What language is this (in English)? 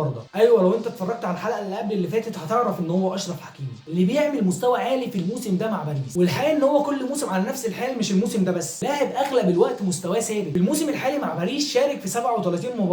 Egyptian Arabic